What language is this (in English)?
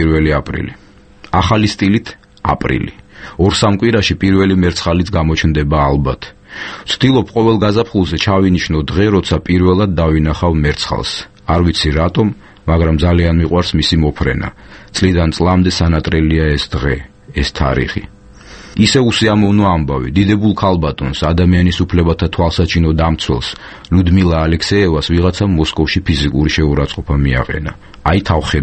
Georgian